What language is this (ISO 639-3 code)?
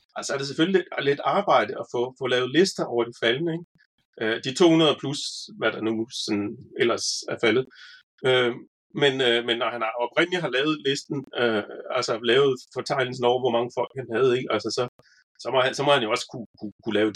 dan